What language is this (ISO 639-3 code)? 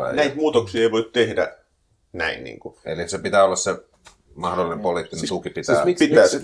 fin